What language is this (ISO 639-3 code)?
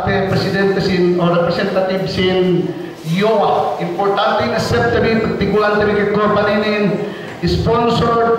yka